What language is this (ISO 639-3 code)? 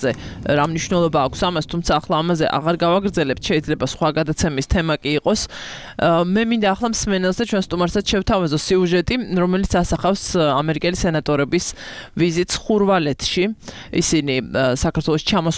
kat